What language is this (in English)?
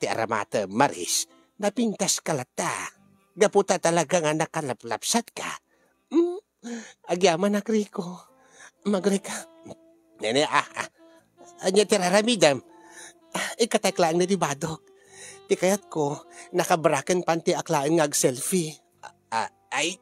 Iloko